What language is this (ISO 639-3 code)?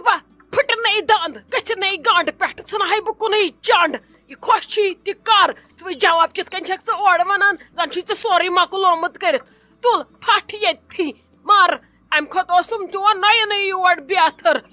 kas